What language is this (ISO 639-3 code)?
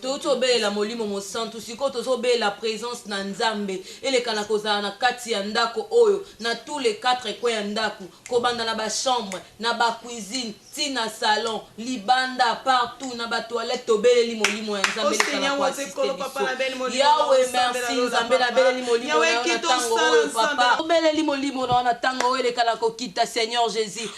lin